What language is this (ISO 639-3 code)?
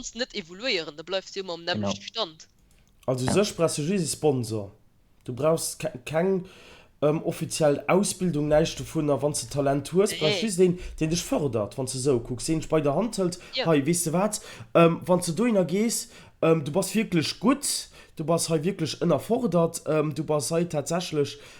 ltz